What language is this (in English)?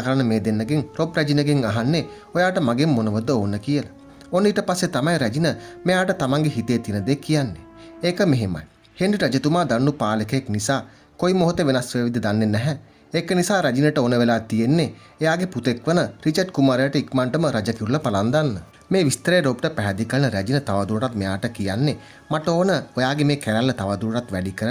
Sinhala